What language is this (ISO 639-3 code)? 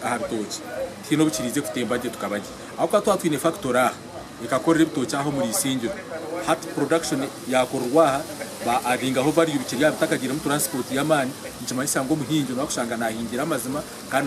nyn